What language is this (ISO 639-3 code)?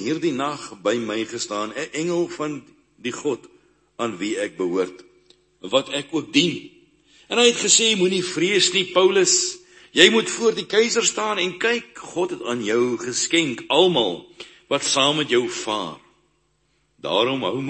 afr